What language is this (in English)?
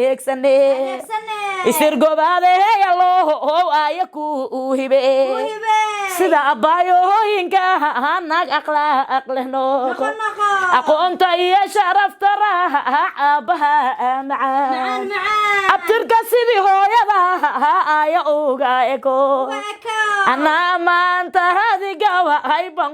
Somali